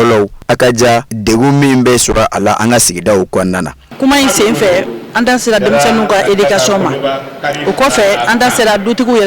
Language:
Bambara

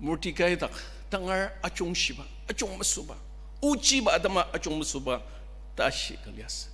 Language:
Ao Naga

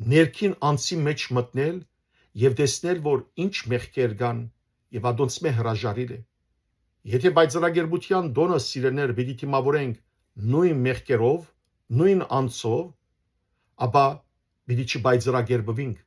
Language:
Western Armenian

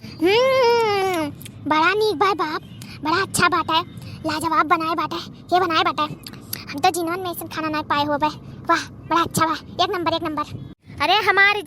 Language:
Awadhi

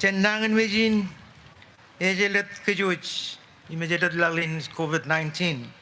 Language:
Marshallese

